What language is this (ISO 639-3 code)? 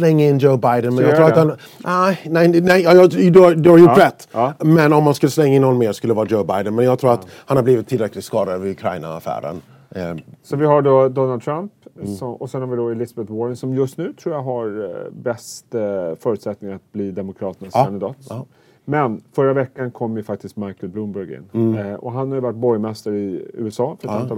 swe